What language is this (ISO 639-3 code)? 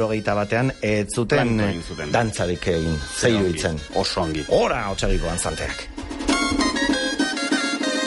eus